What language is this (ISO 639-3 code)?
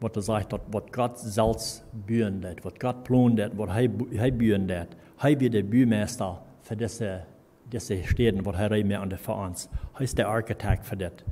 pdt